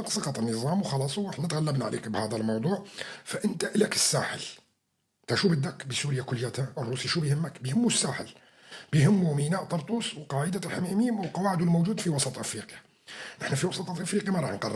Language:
North Levantine Arabic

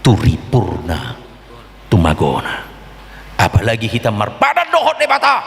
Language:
Batak Toba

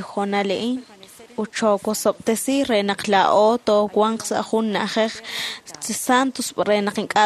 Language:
Kekchí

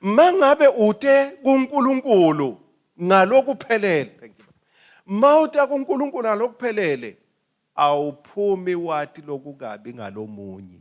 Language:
Swati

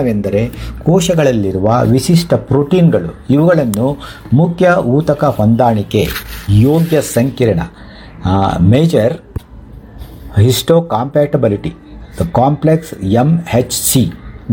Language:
Kannada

